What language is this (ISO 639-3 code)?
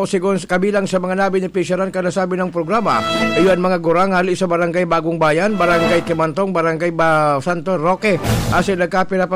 bik